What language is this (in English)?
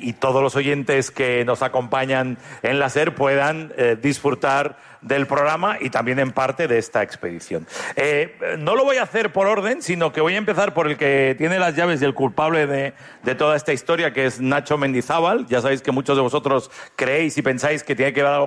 Spanish